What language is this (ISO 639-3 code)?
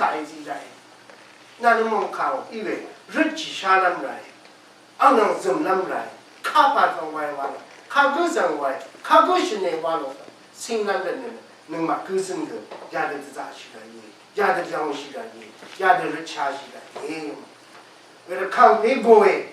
raw